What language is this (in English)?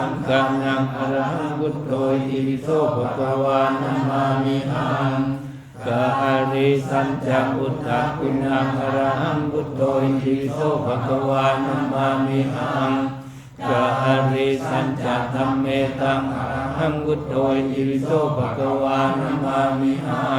Pali